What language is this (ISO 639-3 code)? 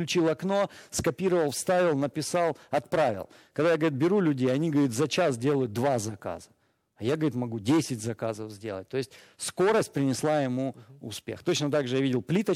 rus